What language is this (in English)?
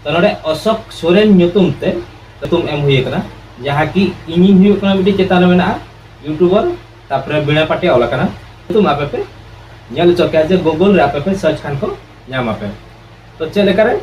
Santali